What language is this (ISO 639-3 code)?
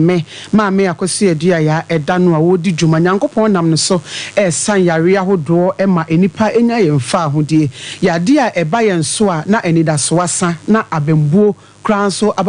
aka